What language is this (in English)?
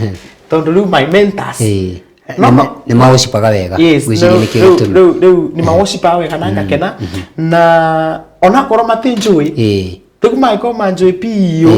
Kikuyu